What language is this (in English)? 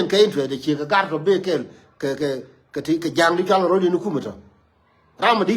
Nuer